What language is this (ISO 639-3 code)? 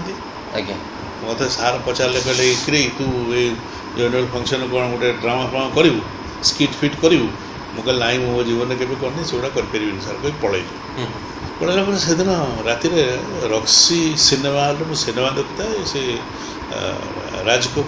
ori